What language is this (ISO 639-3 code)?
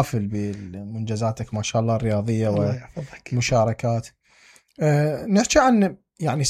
acm